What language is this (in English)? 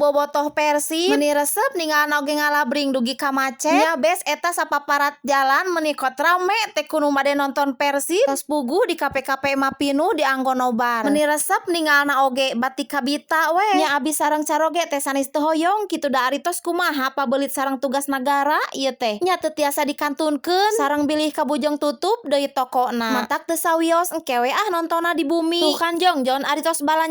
Sundanese